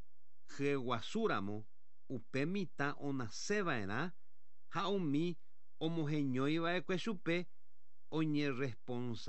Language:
Guarani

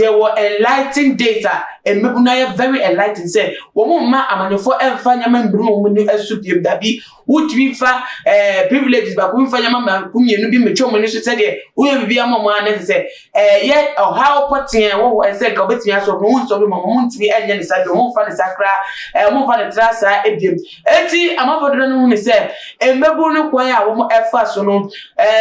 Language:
Akan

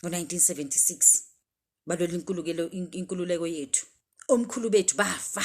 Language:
Zulu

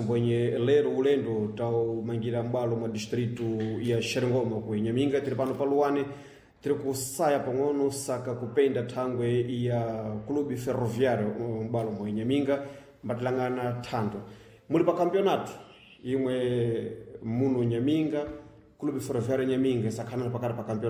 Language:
Sena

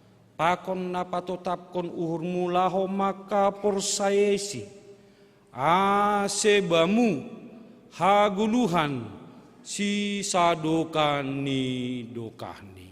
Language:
Batak Simalungun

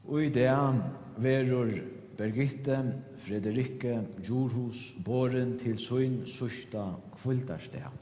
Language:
Faroese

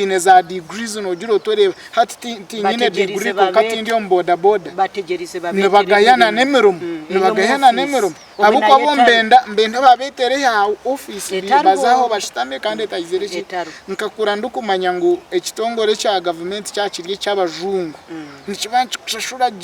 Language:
Nyankole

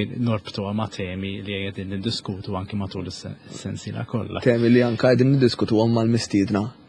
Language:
Maltese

